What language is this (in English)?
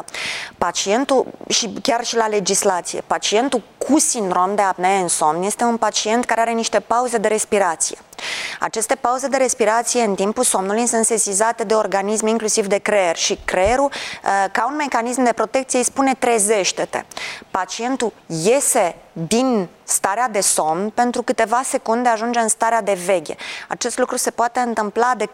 Romanian